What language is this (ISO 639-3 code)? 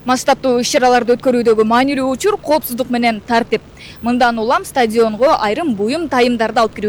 kir